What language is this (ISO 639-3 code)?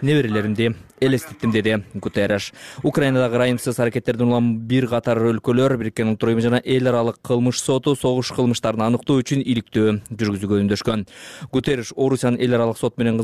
kir